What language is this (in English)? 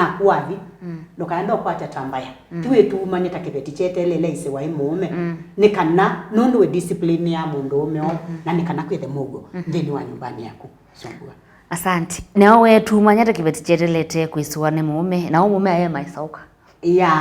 Kamba